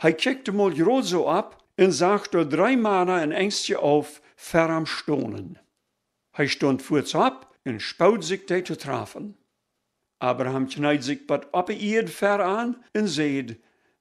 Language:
Plautdietsch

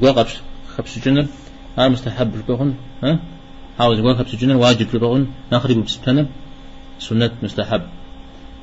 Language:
Kabardian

